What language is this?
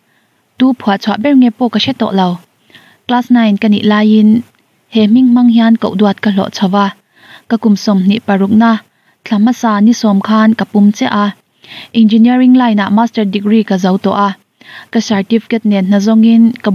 Mizo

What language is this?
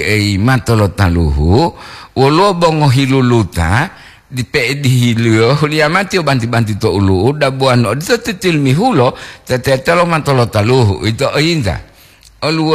Gorontalo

